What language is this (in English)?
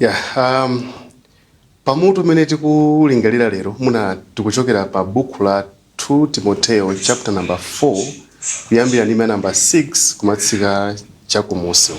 Nyanja